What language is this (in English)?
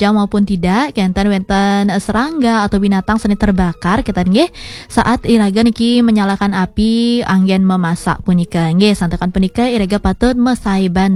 Balinese